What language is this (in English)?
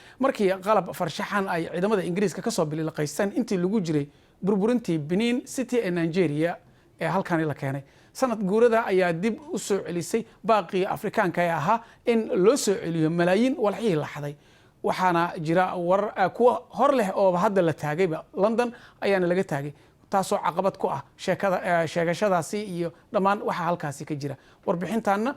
Somali